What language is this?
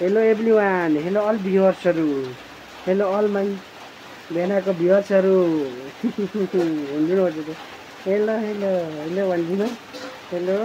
Nepali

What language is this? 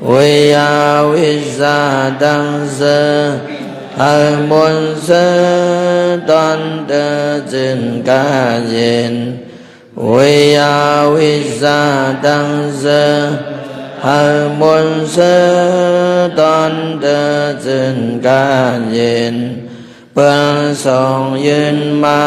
Shan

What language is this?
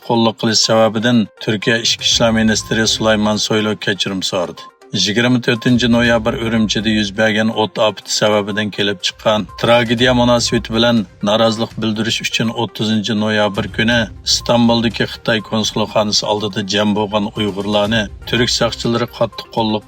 Uyghur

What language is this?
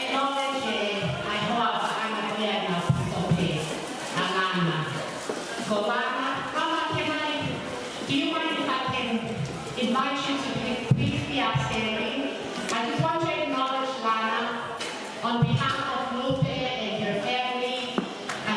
Tongan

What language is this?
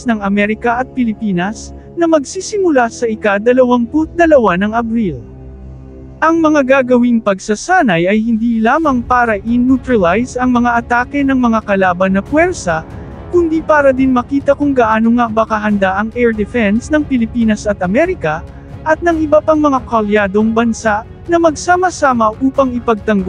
Filipino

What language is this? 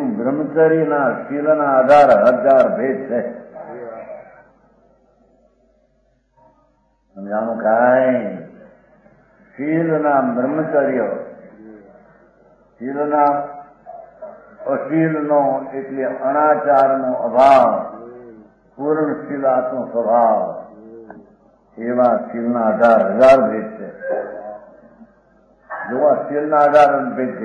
Gujarati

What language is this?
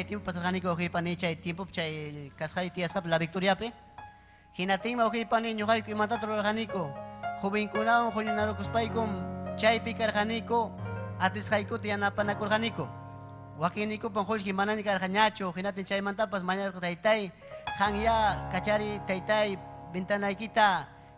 Ayacucho Quechua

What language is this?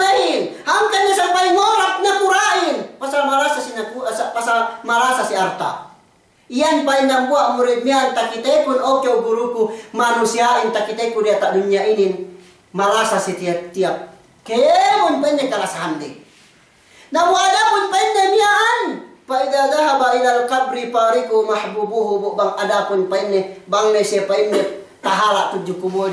Yakan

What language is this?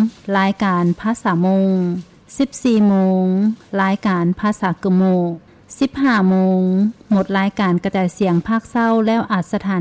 Lao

